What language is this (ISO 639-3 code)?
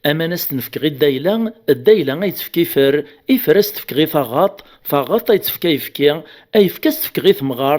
kab